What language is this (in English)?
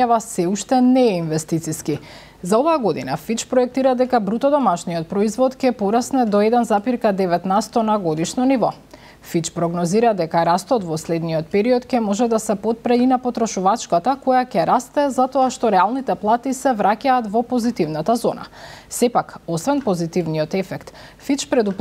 Macedonian